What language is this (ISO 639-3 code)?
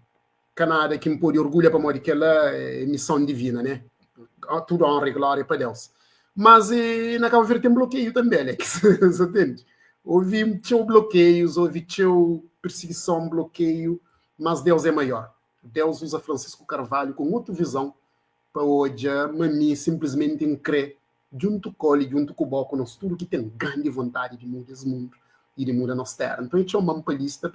kea